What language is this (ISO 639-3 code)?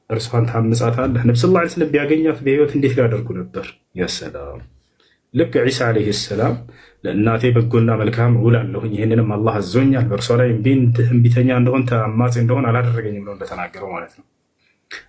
amh